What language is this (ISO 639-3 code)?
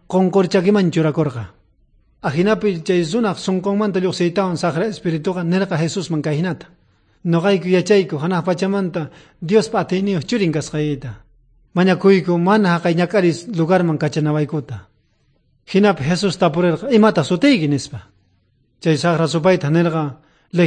quh